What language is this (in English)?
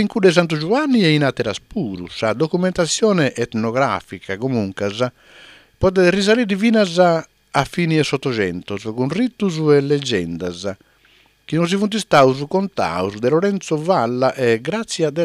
Sardinian